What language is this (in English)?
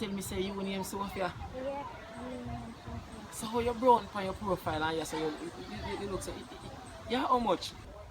Jamaican Creole English